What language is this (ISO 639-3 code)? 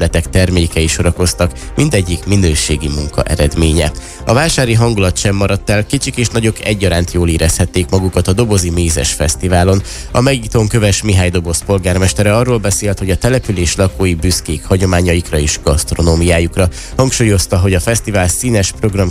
hun